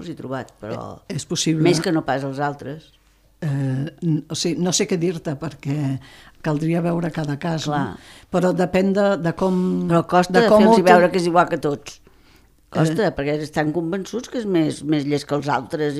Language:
Catalan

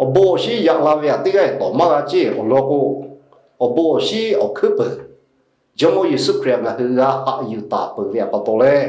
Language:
Lahu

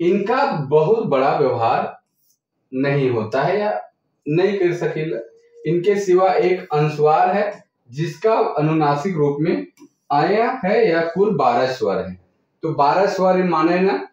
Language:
Sadri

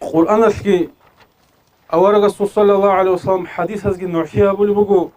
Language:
Avaric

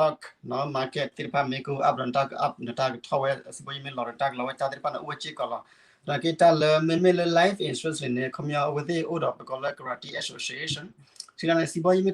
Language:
S'gaw Karen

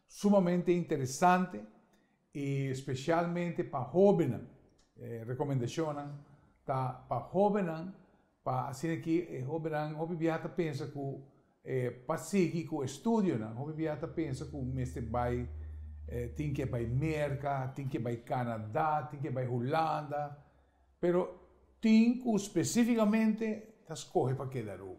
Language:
Papiamento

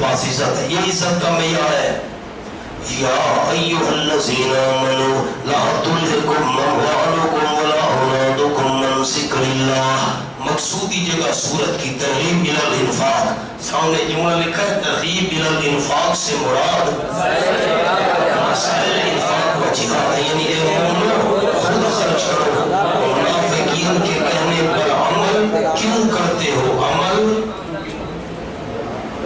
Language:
Urdu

